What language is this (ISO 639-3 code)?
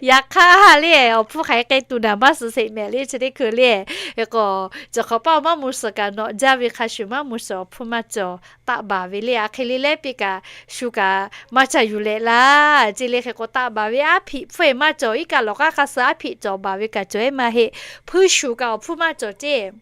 lhu